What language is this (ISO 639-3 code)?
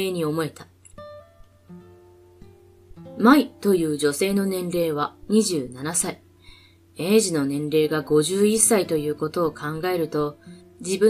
jpn